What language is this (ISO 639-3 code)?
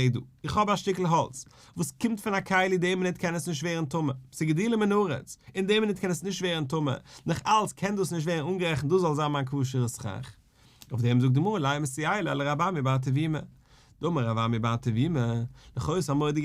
yid